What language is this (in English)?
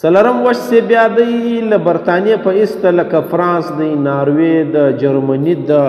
Pashto